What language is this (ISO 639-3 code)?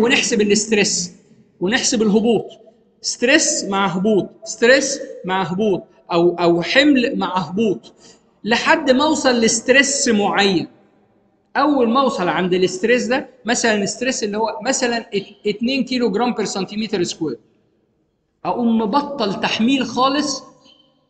arz